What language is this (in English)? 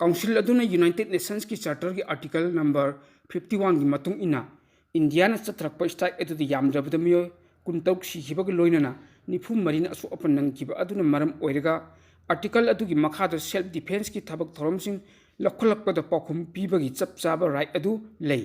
Manipuri